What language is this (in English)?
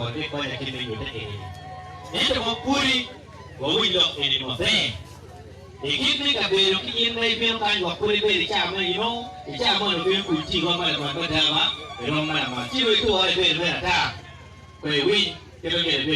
Acoli